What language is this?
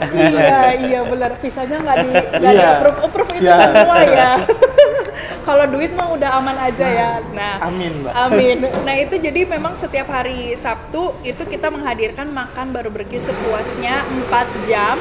Indonesian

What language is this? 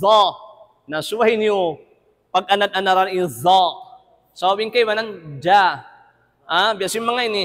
Tausug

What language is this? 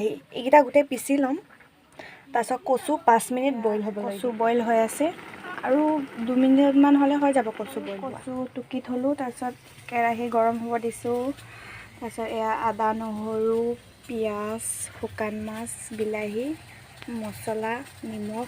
Assamese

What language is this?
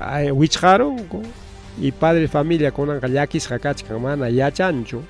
Ayacucho Quechua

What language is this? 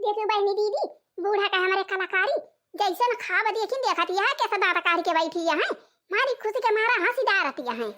Awadhi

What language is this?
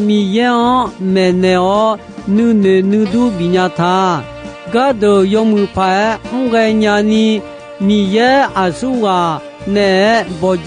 Akha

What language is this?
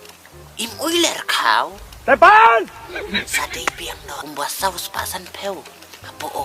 Khasi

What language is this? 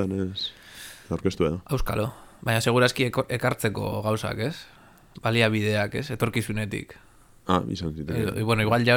Basque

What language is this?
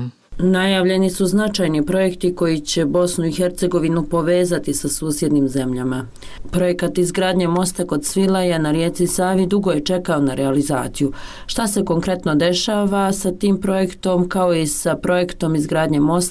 Bosnian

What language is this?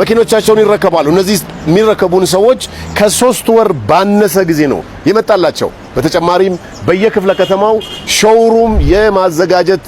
Amharic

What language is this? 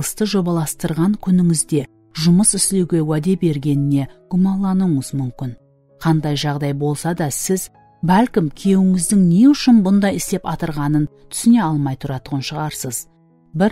Kara-Kalpak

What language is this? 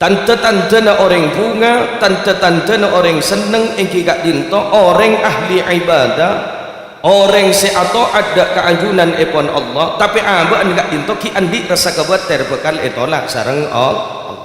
Madurese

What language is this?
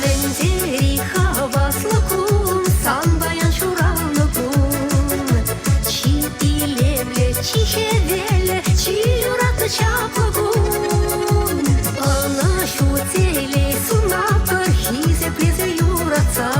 Chuvash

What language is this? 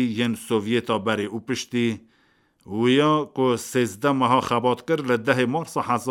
Kurdish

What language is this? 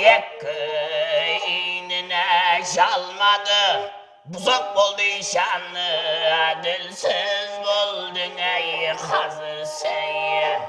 Kara-Kalpak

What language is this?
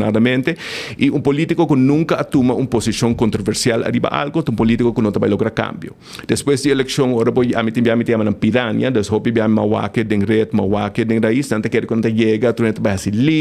Papiamento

